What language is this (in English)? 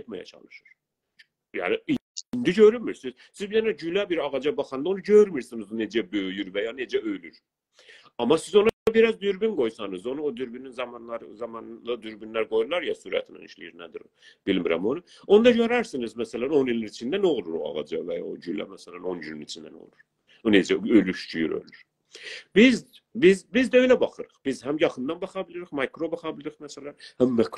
South Azerbaijani